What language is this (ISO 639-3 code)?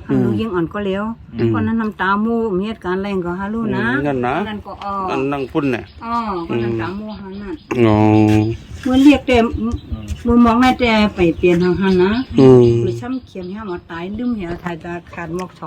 shn